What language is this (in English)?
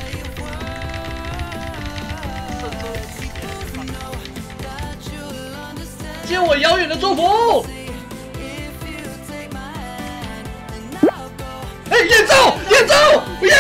Chinese